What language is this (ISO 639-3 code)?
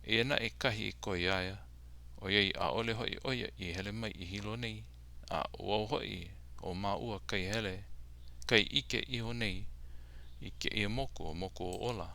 haw